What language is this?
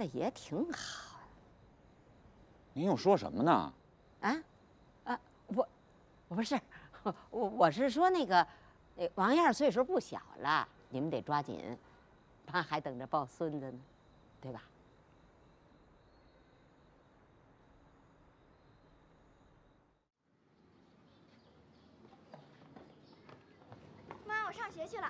Chinese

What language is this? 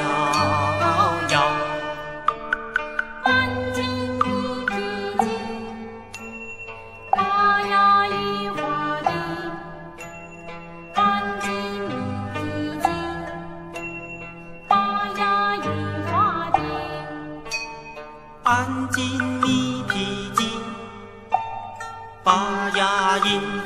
Chinese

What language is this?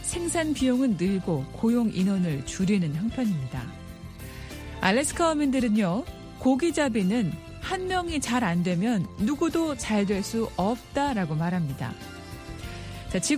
Korean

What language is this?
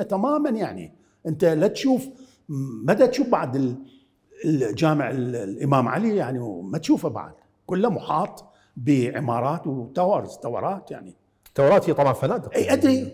Mesopotamian Arabic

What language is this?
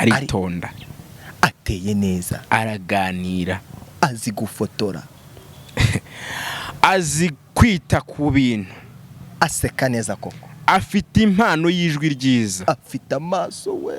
Kinyarwanda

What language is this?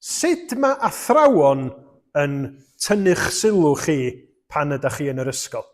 Welsh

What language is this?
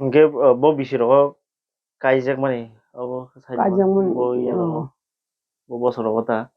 Kok Borok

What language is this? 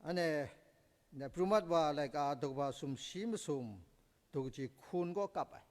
Kachin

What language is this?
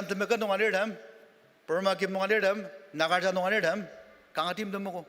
Ao Naga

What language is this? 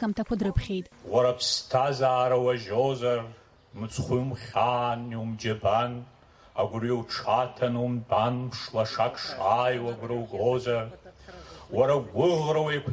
Abkhazian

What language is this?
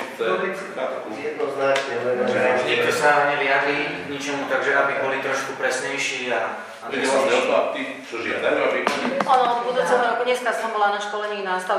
Slovak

